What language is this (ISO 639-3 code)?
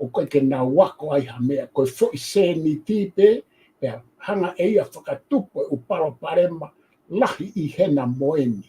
ton